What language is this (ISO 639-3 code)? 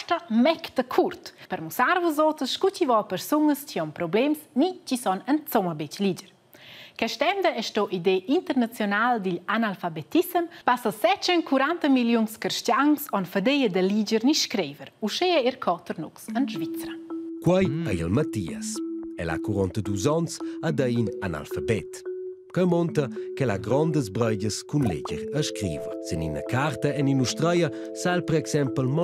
roh